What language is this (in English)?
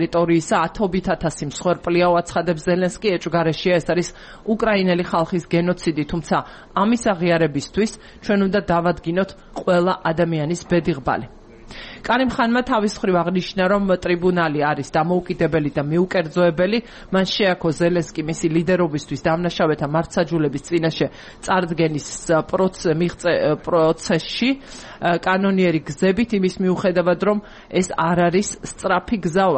Georgian